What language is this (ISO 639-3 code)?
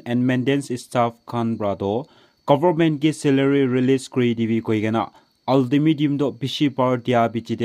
nag